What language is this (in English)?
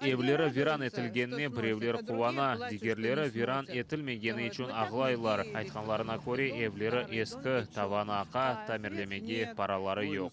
Crimean Tatar